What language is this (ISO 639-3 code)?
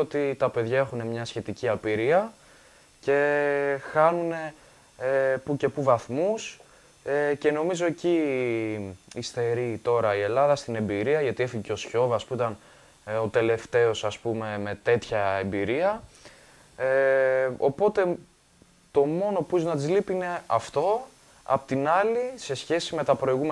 ell